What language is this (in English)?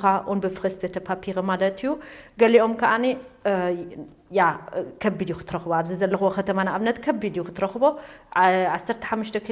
Tigrinya